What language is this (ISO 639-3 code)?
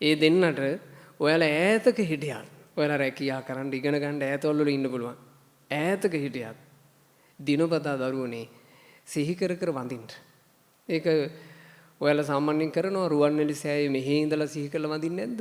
sin